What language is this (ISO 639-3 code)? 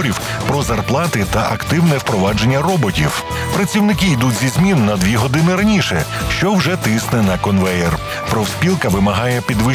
ukr